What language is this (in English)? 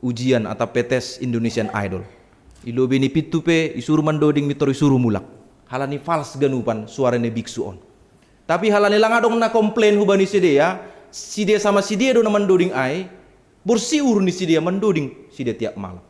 Batak Simalungun